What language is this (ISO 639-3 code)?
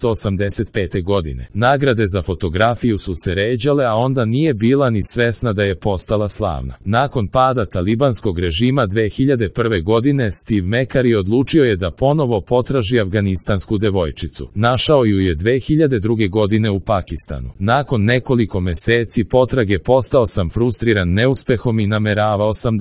srp